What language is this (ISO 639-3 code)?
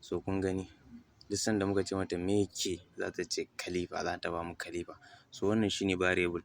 hau